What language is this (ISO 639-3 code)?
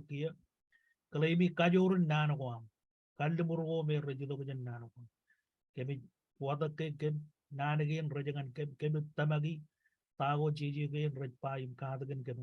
mah